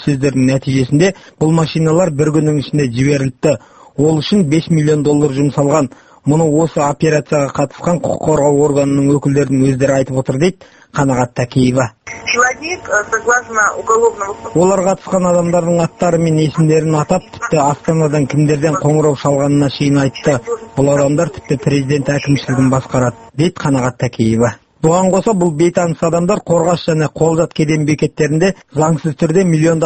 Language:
Kazakh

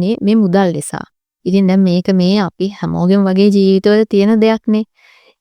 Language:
Sinhala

